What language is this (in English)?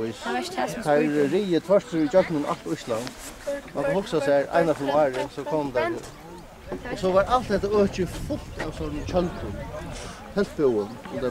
Faroese